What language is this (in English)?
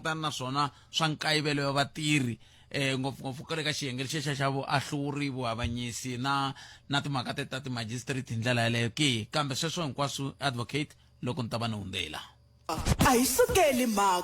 Tsonga